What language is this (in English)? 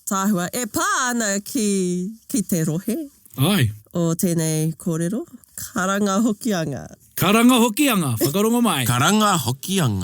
Māori